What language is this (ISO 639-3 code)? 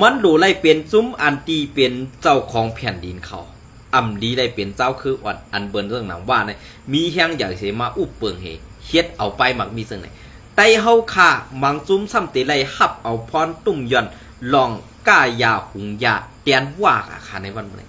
shn